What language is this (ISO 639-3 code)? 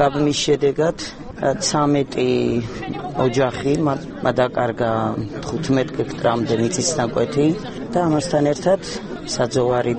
kat